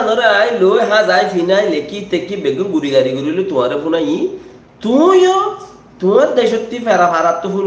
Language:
Rohingya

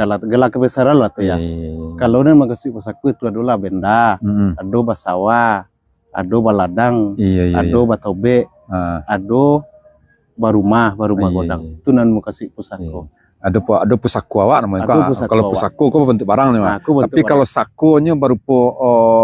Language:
Minangkabau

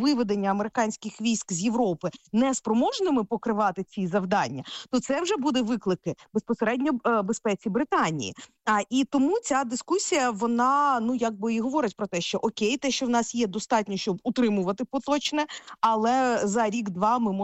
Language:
Ukrainian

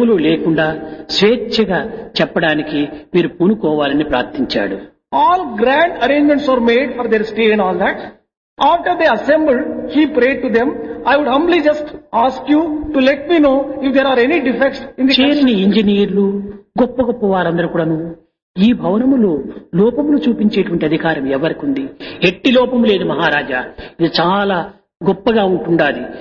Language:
Telugu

